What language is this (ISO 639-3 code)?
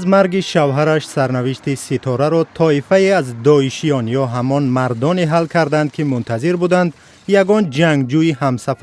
tgk